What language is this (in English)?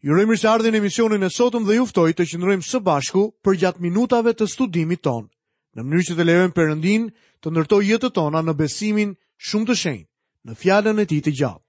Albanian